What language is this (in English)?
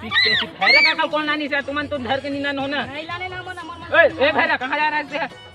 Chhattisgarhi